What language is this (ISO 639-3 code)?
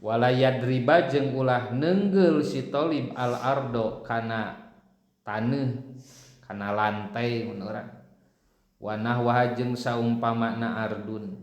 sun